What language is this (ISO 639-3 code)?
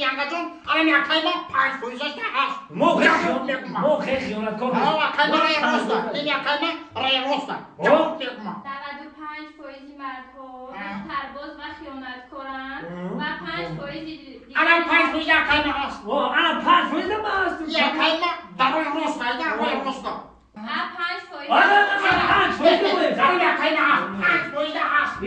tgk